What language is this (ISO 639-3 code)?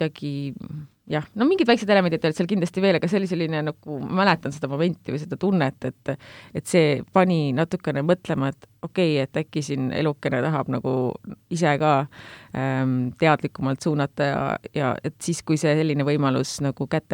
est